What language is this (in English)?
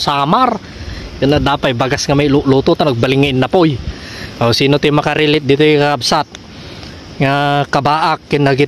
Iloko